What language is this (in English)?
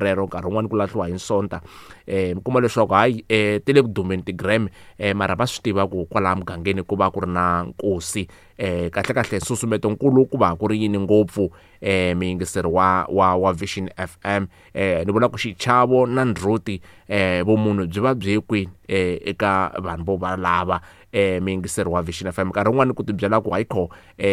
Tsonga